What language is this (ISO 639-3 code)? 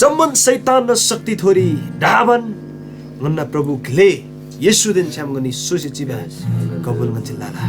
taj